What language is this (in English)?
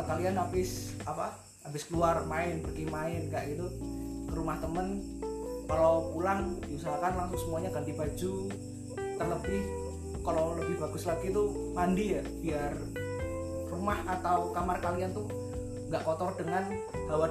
Indonesian